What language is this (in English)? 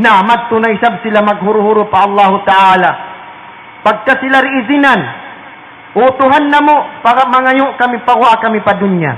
Tausug